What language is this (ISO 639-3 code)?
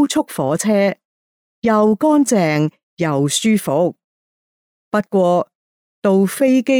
yue